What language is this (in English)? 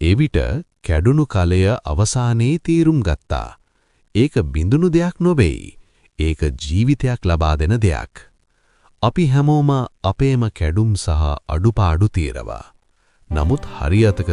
Sinhala